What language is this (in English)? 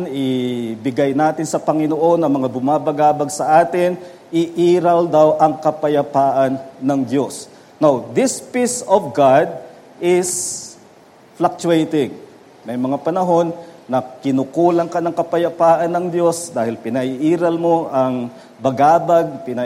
Filipino